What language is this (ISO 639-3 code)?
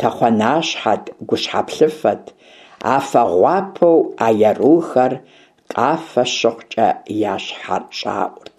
kbd